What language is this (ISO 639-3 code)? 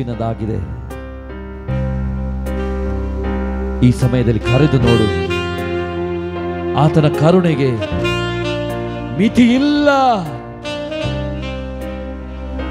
kan